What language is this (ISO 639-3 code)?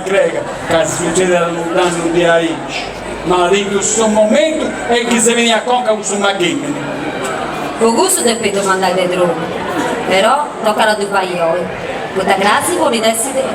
srd